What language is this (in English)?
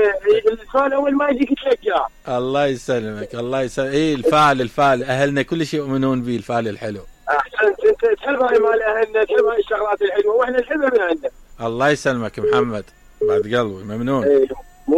Mesopotamian Arabic